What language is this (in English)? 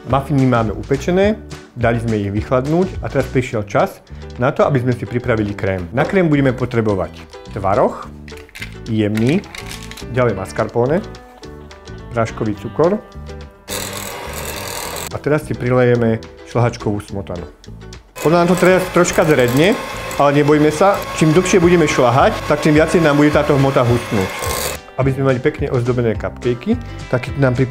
Slovak